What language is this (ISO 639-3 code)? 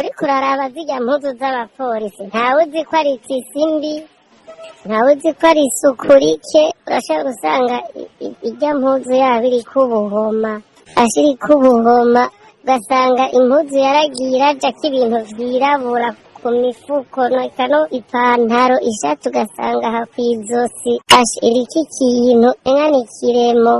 run